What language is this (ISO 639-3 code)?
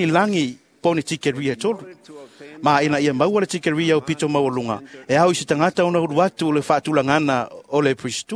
smo